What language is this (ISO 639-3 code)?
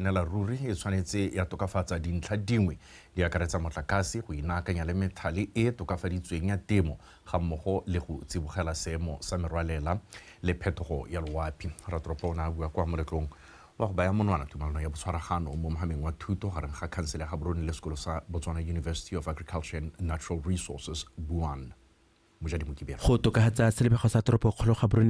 tsn